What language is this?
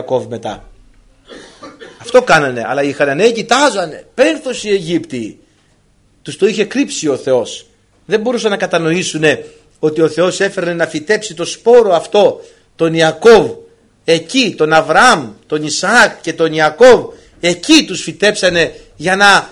Greek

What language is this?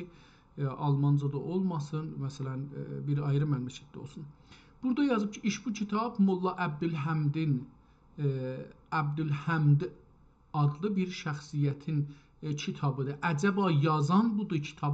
South Azerbaijani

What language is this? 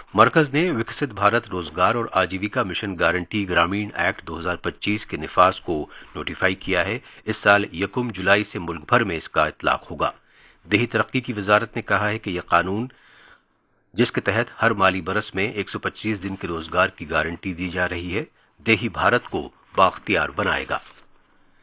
Urdu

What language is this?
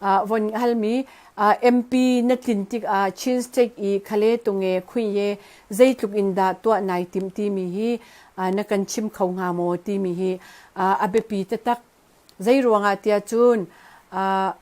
Hakha Chin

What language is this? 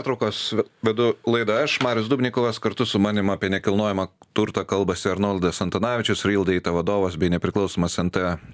Lithuanian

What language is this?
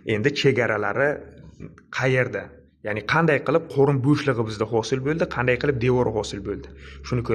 Uzbek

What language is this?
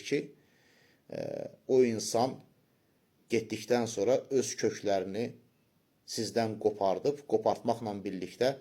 Azerbaijani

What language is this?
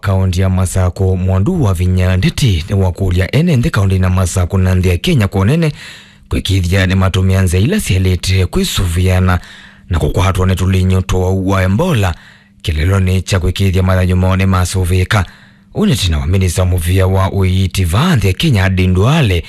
Kamba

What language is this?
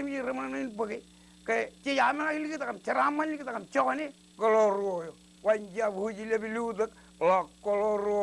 Marshallese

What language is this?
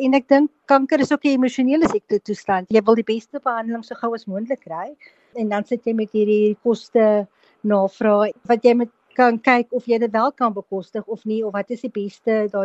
Afrikaans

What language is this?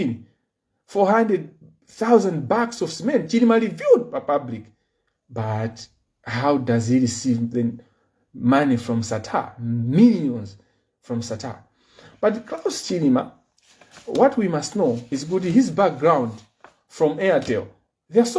Nyanja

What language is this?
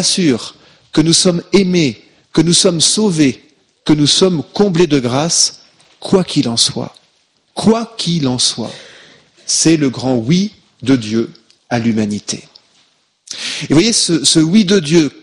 French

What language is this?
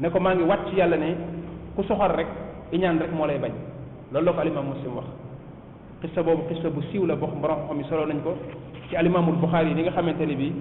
Wolof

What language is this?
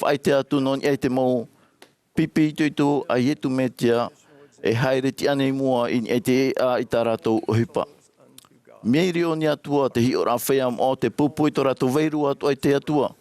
Tahitian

